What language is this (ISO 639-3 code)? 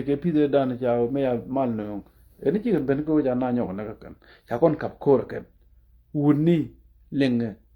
nus